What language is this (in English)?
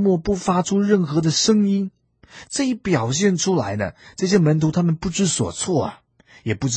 Chinese